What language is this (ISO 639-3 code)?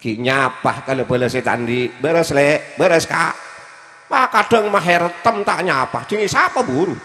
mad